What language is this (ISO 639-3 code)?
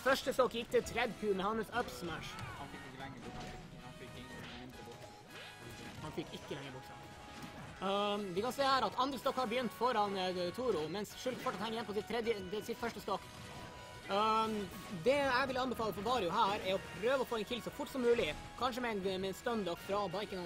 nor